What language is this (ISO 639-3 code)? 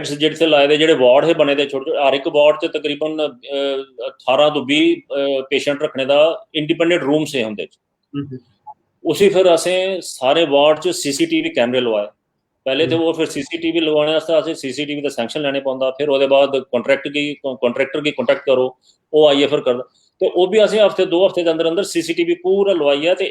doi